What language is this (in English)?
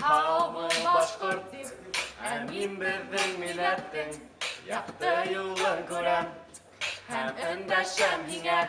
Bashkir